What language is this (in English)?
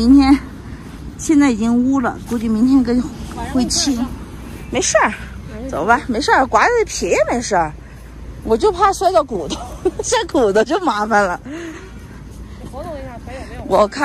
Chinese